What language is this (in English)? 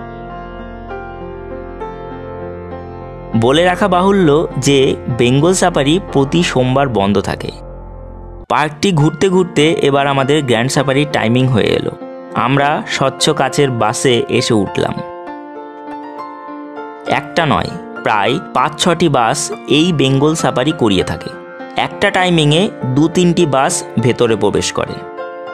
Bangla